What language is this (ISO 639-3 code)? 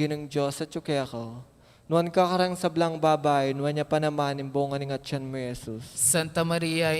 pam